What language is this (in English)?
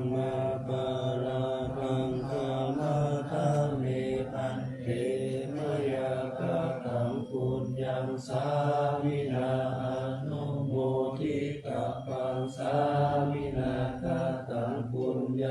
Pali